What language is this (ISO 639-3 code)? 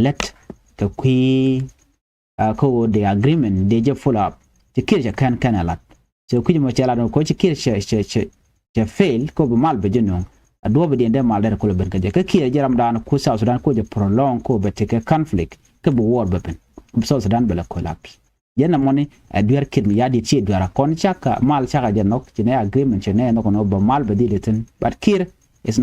nus